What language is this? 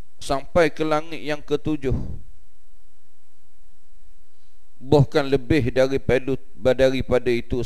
Malay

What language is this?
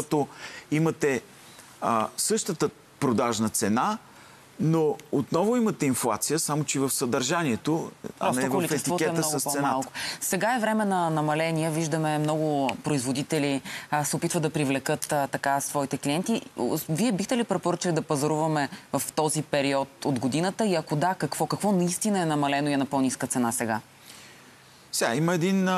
Bulgarian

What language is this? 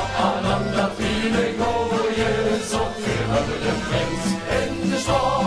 Limburgish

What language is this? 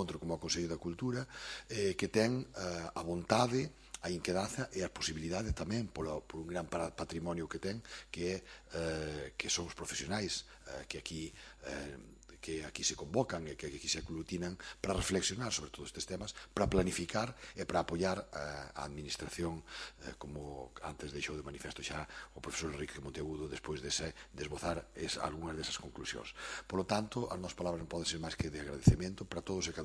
Galician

